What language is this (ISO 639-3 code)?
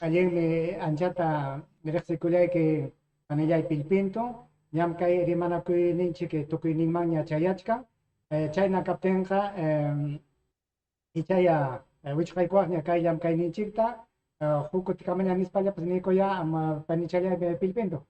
quy